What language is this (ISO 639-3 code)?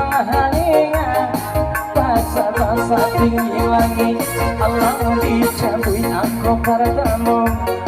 min